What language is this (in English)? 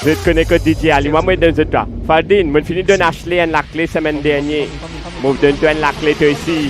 Morisyen